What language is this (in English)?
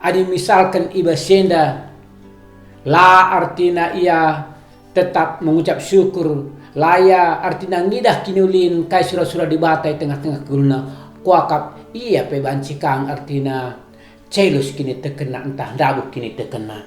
Batak Karo